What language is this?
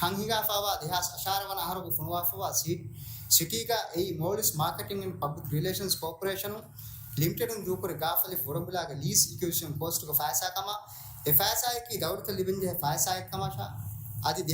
Divehi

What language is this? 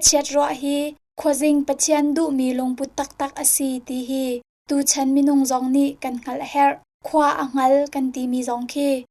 Hakha Chin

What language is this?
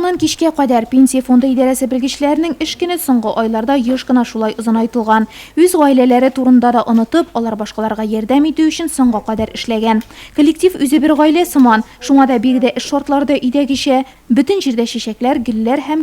Tatar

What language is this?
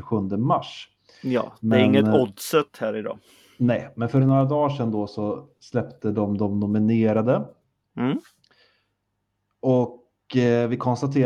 Swedish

